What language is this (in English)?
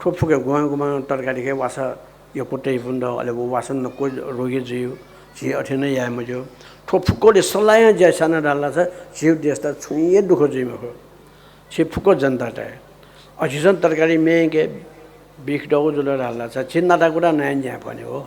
Newari